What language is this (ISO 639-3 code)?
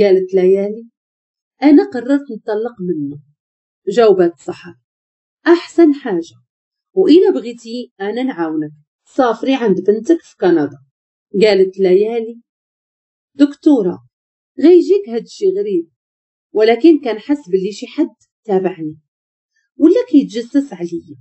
ary